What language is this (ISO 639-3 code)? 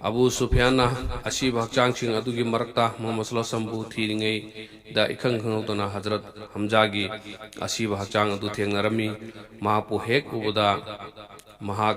mni